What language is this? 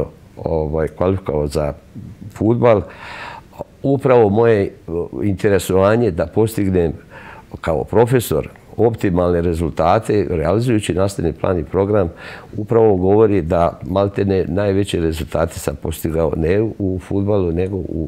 Serbian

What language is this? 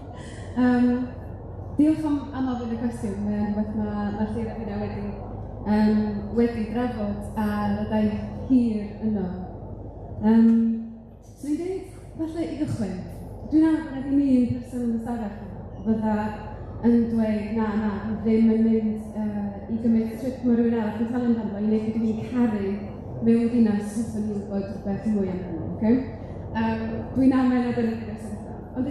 Welsh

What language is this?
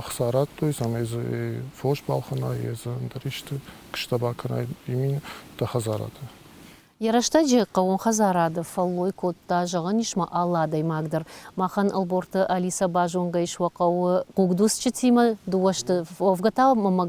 Ossetic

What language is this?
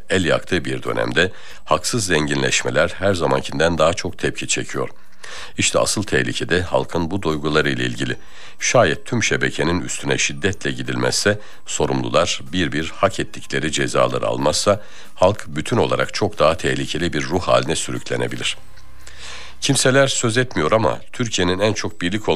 Turkish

